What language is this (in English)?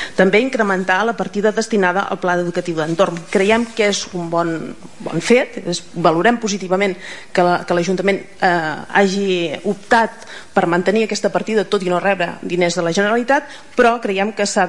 Catalan